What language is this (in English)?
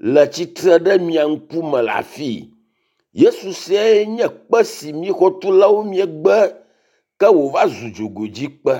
Ewe